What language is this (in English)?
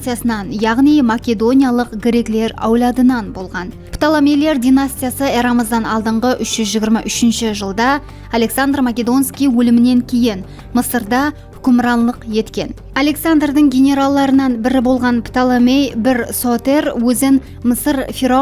Kara-Kalpak